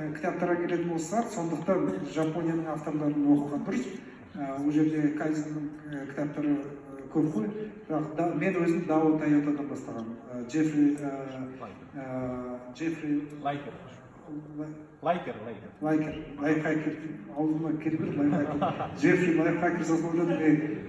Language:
Kazakh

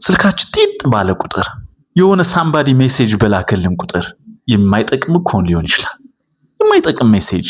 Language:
Amharic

